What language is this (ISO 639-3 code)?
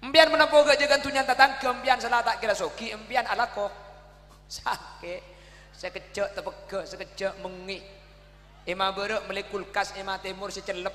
mad